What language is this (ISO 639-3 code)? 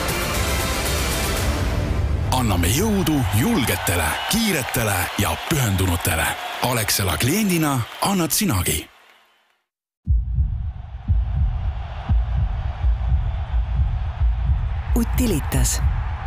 est